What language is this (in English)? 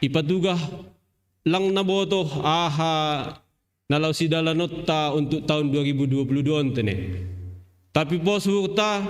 Batak Simalungun